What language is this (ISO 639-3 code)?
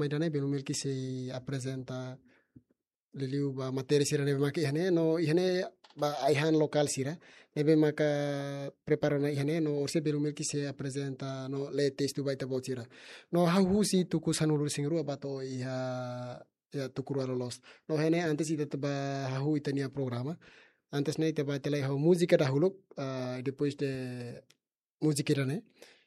tet